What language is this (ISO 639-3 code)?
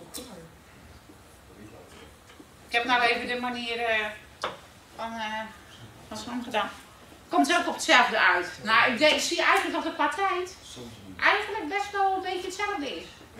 nld